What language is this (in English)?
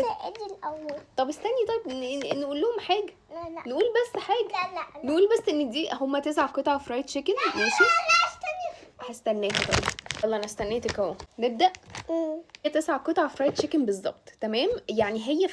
Egyptian Arabic